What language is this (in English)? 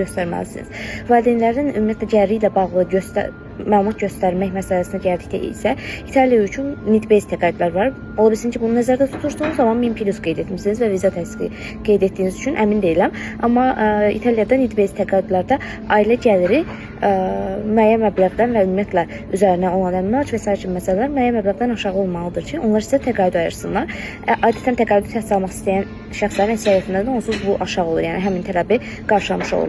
Azerbaijani